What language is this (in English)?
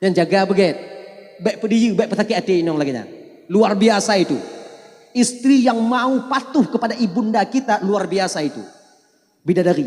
Achinese